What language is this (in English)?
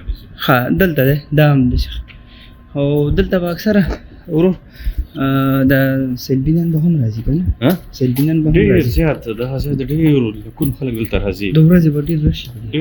Pashto